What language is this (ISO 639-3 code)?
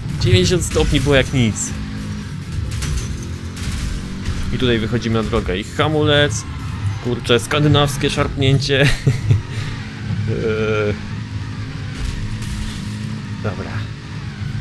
pol